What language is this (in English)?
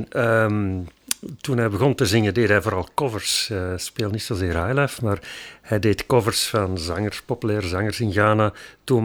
Dutch